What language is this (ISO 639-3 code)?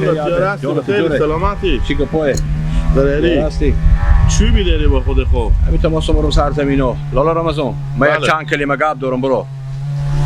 haz